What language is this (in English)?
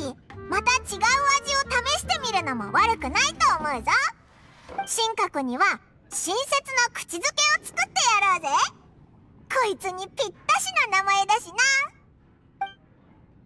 Japanese